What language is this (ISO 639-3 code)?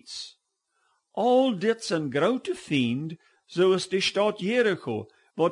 pdt